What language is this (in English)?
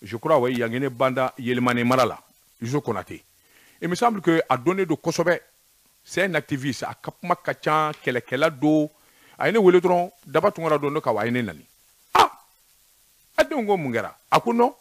Bambara